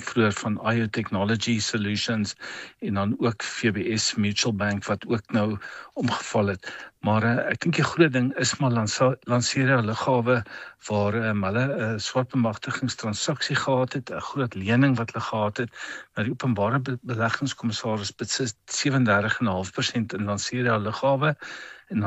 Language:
Afrikaans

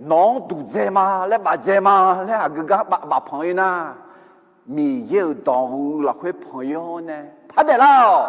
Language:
Akha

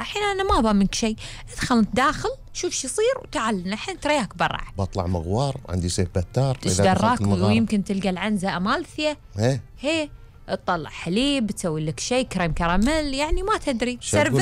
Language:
Gulf Arabic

